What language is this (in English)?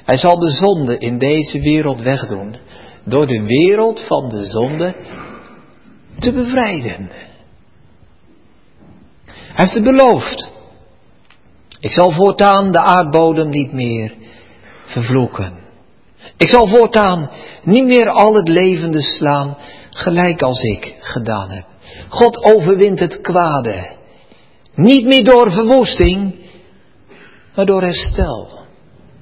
Dutch